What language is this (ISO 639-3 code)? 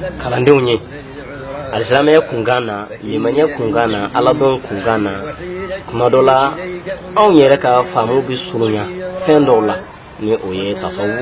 bam